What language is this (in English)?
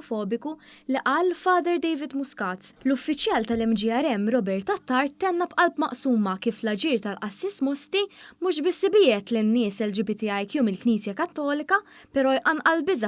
Maltese